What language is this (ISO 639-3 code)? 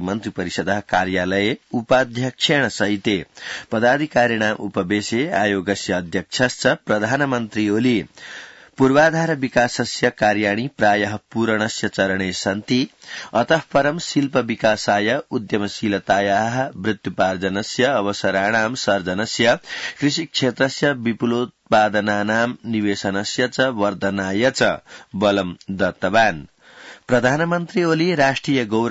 san